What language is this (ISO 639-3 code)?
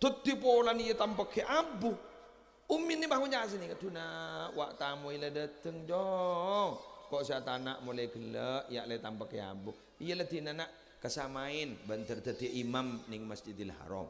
mad